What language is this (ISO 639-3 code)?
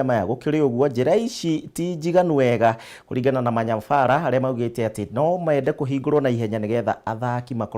kik